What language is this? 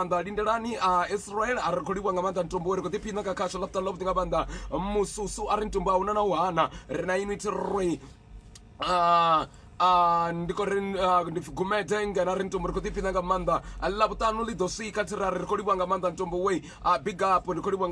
Venda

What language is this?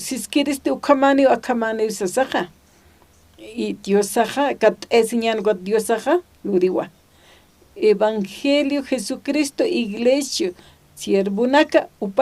Aymara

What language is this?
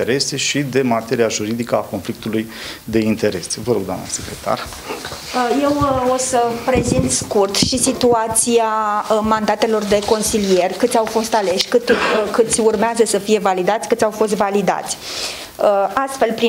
Romanian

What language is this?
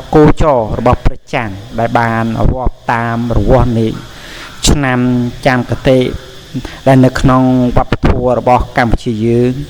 Khmer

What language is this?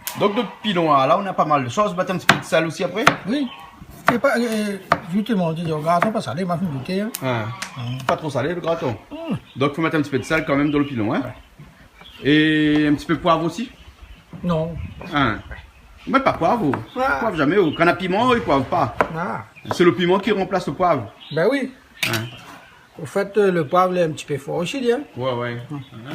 Réunion Creole French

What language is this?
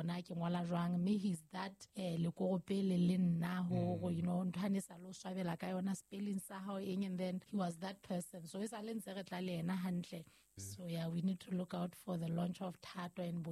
Southern Sotho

